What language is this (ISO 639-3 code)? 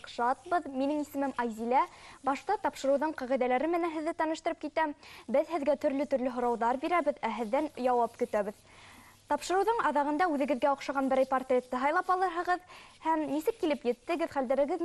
bak